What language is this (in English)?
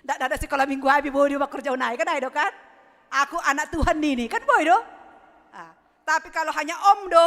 Batak Simalungun